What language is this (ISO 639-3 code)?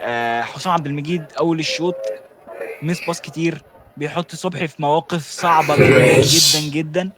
arz